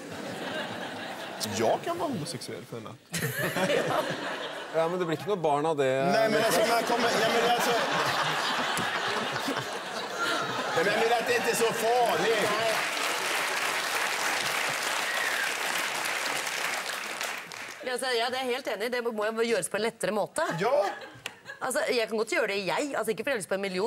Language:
Norwegian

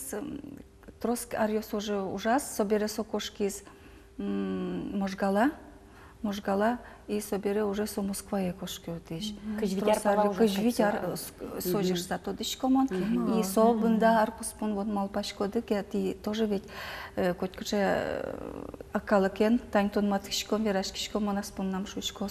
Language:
Udmurt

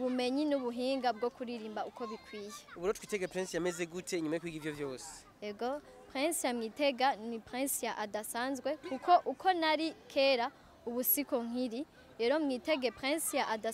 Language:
Rundi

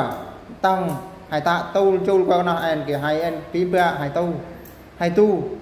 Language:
Eastern Bru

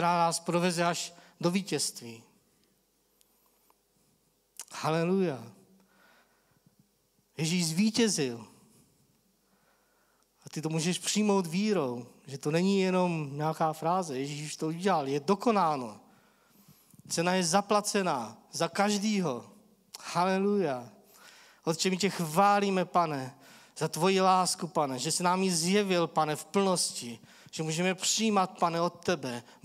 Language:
Czech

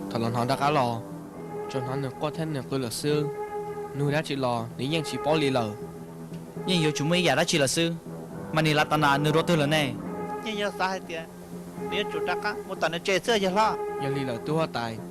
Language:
Hmong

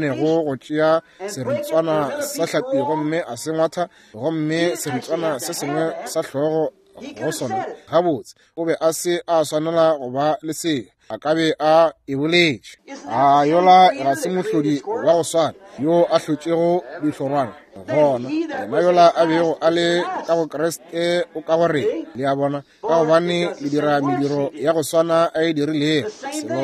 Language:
Northern Sotho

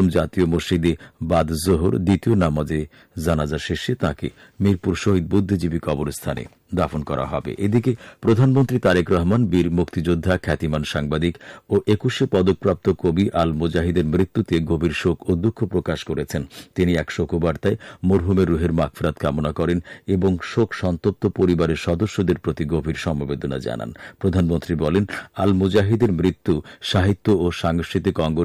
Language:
Bangla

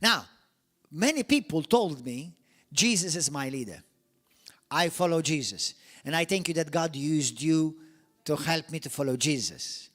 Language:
English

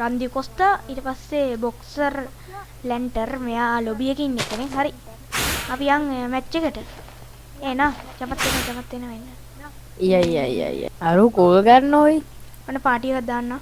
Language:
Sinhala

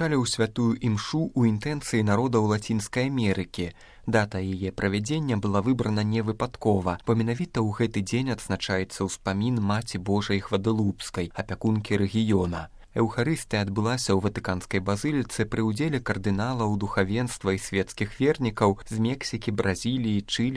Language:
Belarusian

